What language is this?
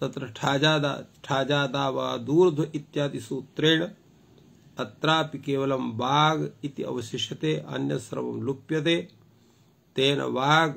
Sanskrit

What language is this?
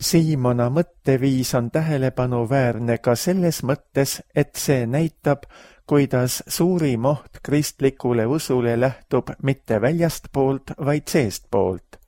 Estonian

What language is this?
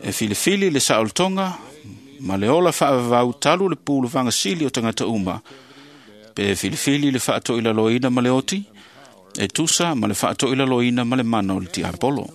Samoan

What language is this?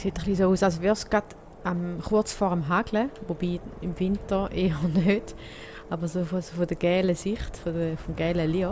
Swiss German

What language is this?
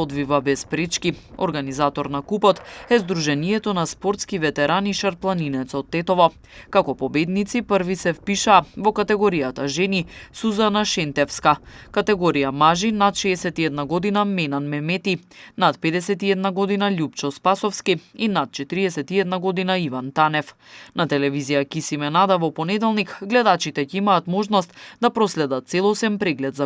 Macedonian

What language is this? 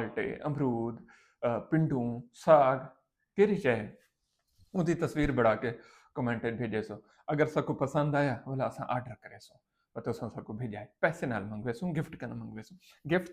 Saraiki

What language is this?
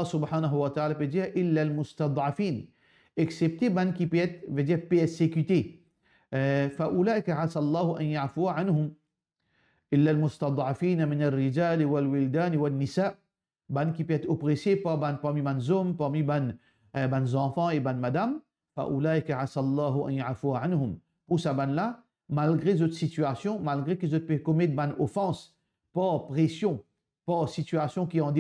Morisyen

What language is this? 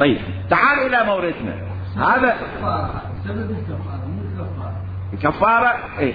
Mesopotamian Arabic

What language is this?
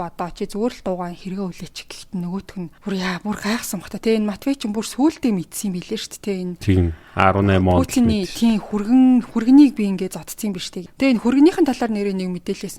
Mongolian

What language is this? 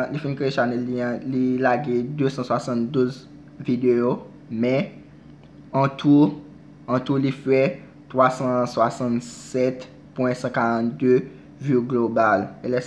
Haitian Creole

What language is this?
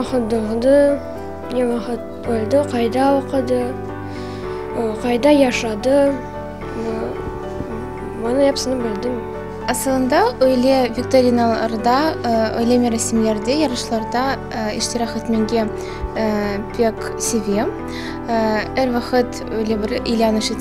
Crimean Tatar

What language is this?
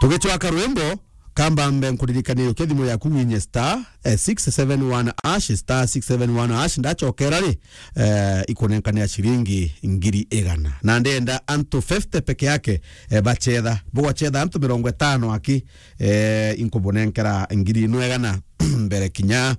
Meru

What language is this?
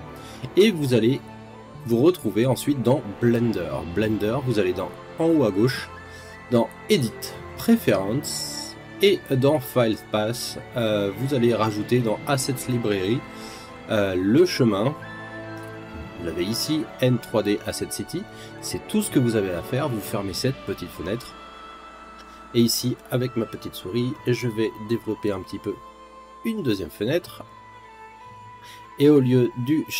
French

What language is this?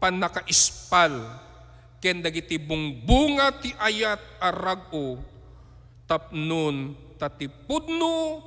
Iloko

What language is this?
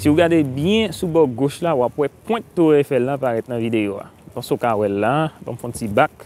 Haitian Creole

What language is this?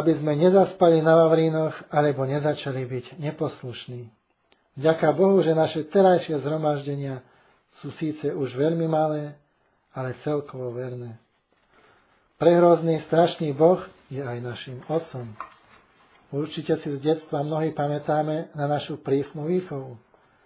Slovak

